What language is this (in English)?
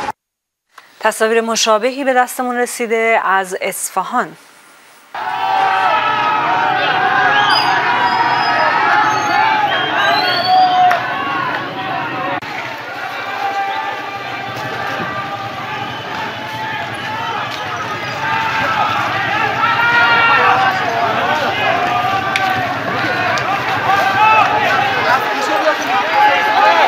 Persian